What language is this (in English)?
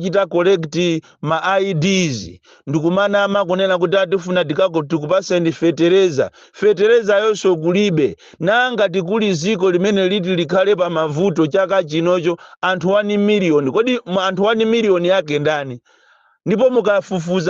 Nyanja